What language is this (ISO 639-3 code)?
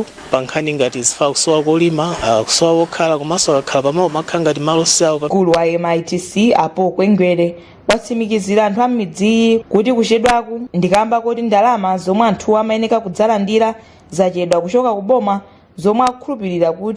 nya